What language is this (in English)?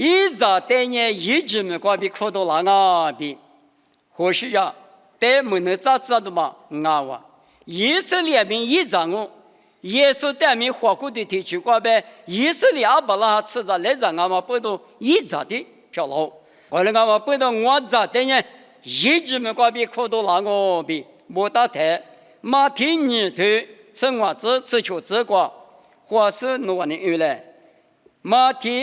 Lisu